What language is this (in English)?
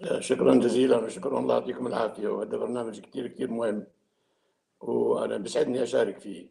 North Levantine Arabic